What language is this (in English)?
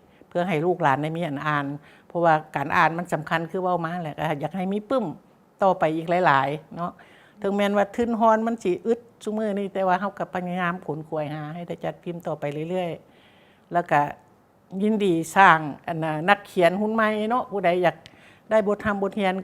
Lao